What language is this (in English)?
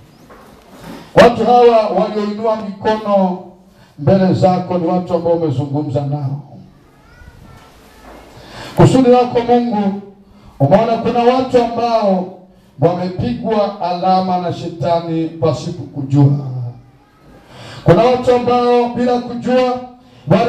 Swahili